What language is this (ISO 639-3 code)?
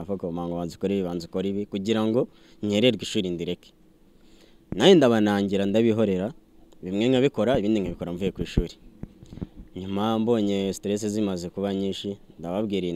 kin